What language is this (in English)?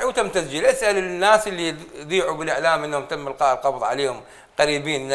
Mesopotamian Arabic